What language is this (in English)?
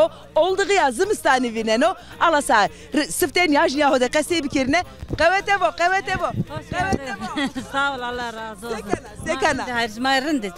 Zaza